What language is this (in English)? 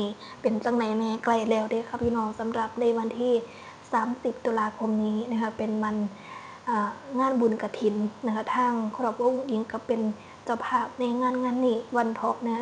Northeastern Thai